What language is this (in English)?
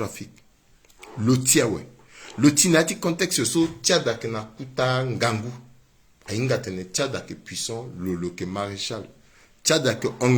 Sango